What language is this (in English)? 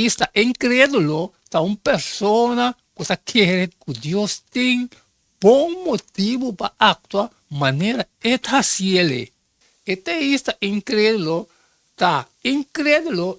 Papiamento